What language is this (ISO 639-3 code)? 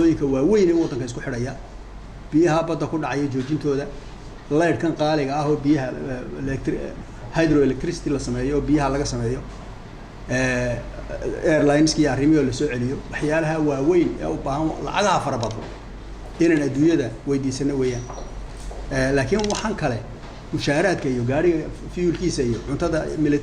som